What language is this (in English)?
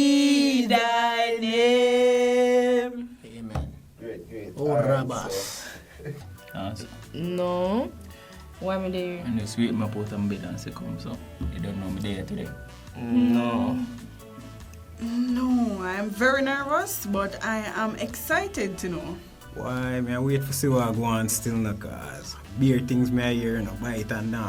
Jamaican Creole English